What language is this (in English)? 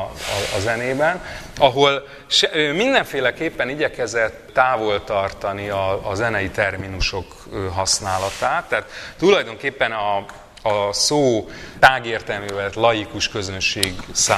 Hungarian